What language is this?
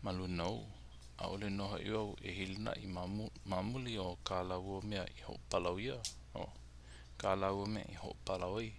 Hawaiian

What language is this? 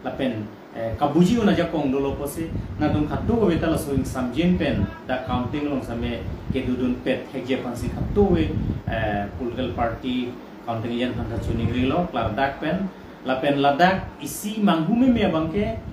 Karbi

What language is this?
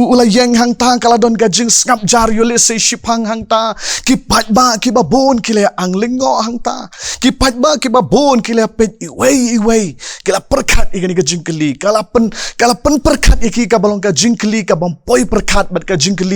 Khasi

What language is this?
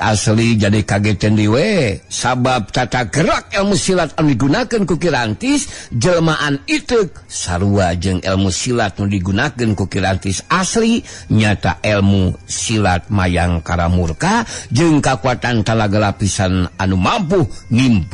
Sundanese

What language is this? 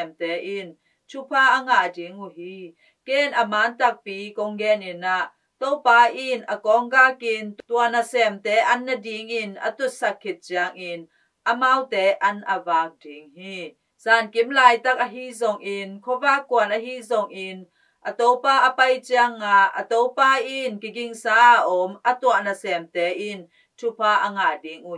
Tedim Chin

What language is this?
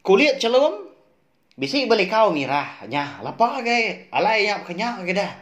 Iban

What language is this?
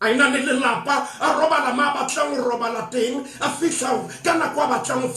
Southern Sotho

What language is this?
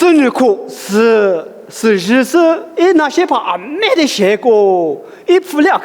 Lisu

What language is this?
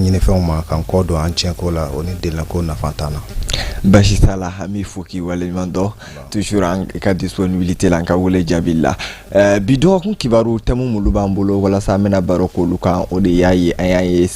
Bambara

